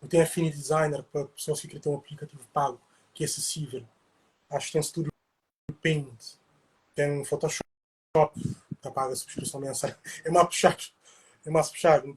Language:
Kabuverdianu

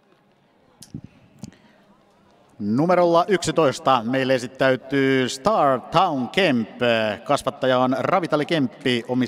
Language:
Finnish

